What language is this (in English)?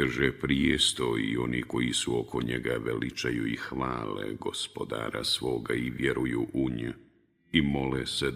Bosnian